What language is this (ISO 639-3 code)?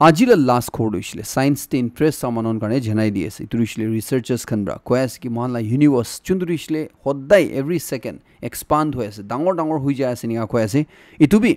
nag